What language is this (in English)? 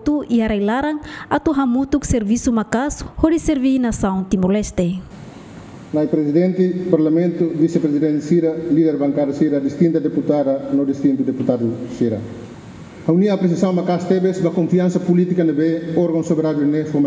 Tetum